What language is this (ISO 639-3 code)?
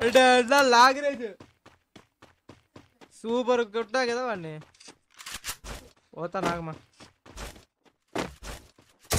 tel